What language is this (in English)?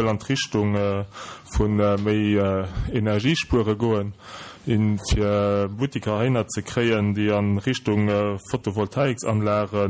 Luxembourgish